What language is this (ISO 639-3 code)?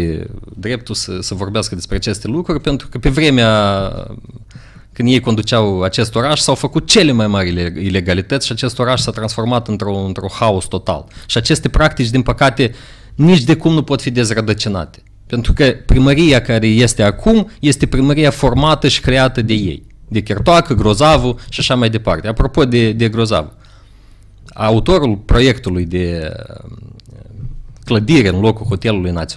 ron